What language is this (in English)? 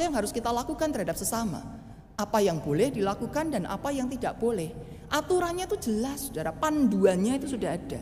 Indonesian